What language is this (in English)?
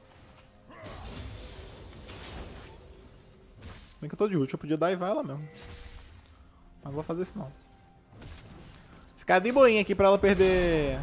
Portuguese